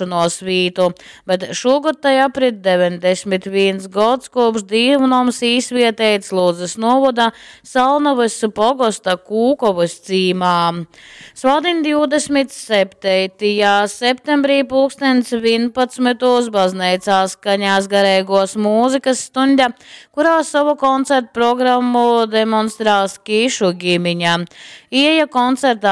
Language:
Latgalian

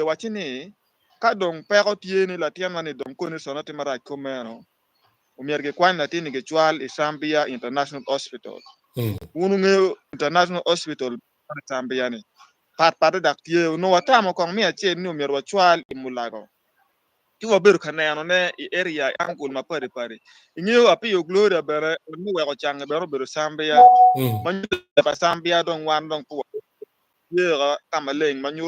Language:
Acoli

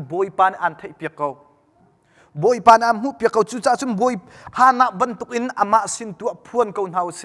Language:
Hakha Chin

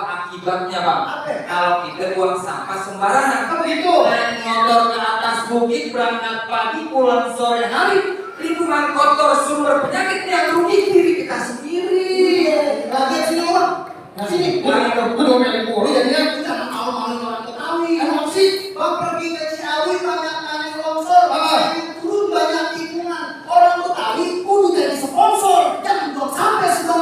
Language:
Betawi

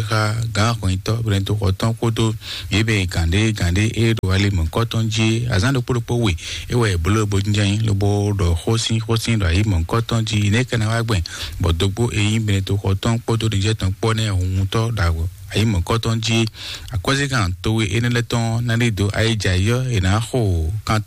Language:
Fon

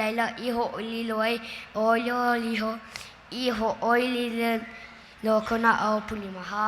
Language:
Hawaiian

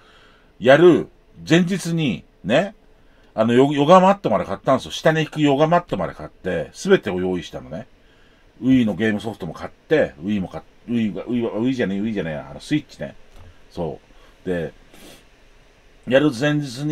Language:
Japanese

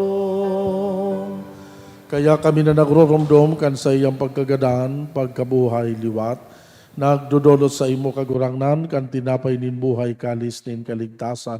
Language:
Bikol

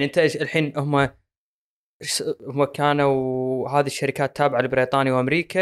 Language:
Gulf Arabic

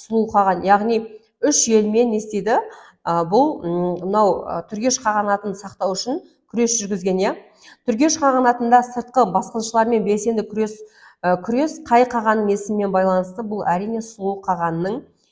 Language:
Kazakh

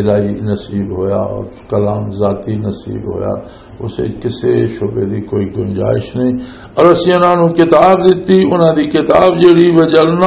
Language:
Western Panjabi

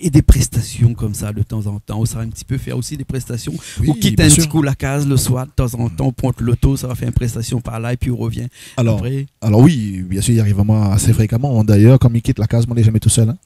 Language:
Réunion Creole French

